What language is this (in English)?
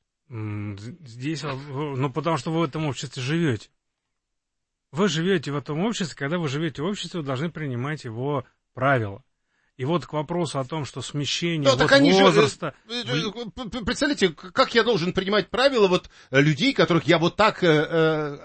Russian